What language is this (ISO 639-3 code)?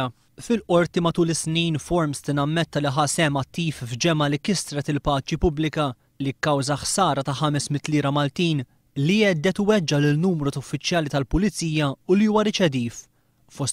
mlt